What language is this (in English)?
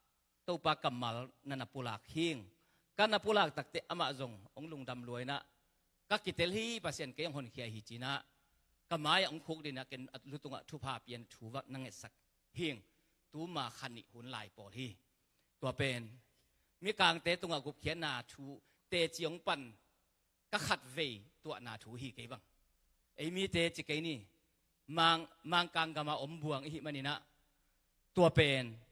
Tedim Chin